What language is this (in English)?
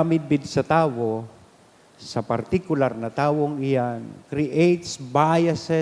Bikol